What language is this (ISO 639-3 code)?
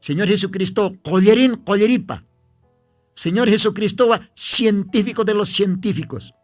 aym